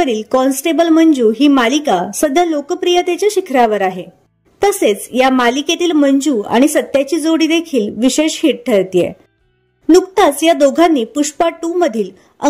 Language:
Marathi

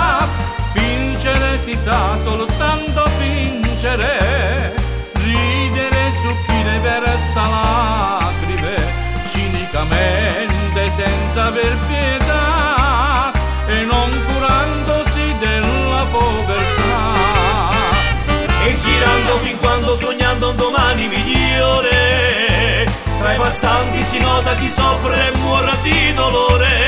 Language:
Italian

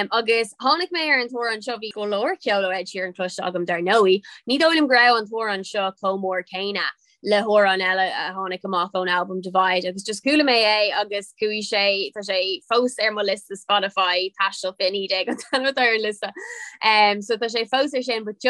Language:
Irish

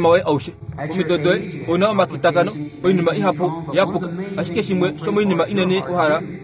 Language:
Kuanyama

